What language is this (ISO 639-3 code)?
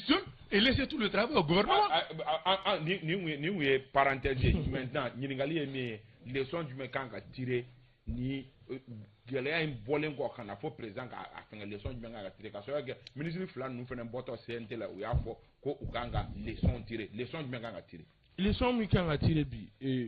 bam